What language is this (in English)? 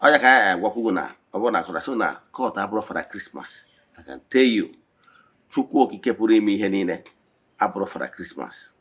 Igbo